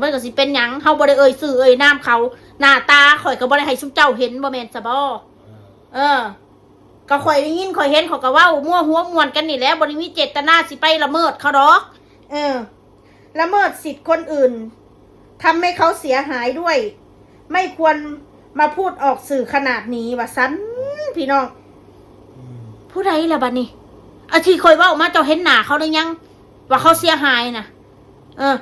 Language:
Northeastern Thai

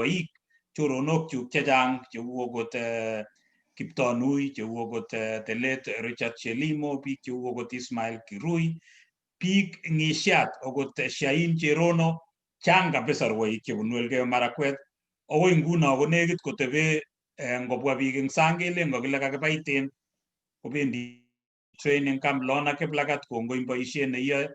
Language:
Kalenjin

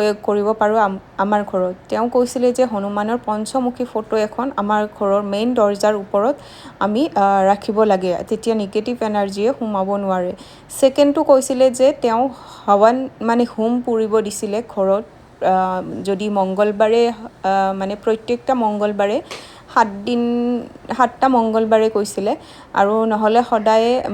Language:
Assamese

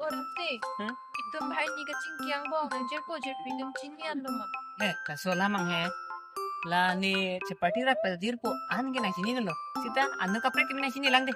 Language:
Karbi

